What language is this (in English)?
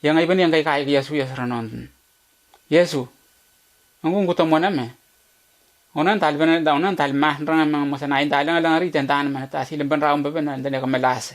Letemboi